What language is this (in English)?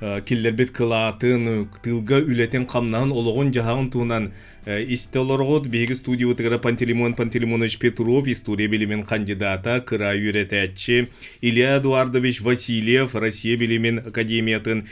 Yakut